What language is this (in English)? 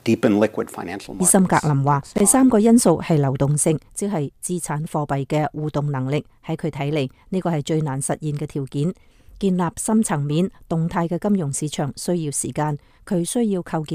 Cantonese